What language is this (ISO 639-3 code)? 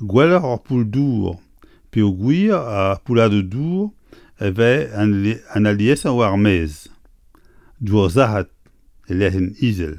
bre